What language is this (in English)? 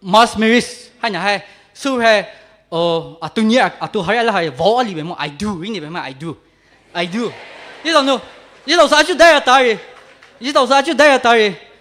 Poumei Naga